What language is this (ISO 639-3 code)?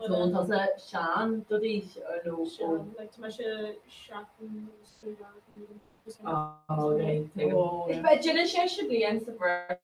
gle